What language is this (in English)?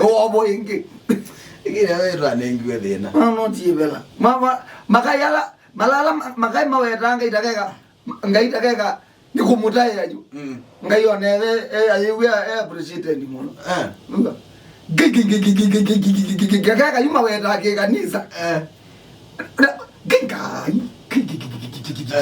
Kamba